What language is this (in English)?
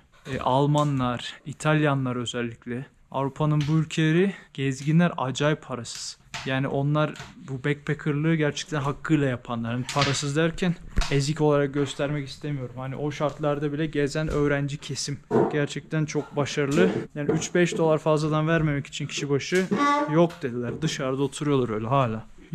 Turkish